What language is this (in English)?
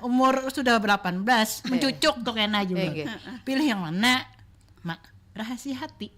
Banjar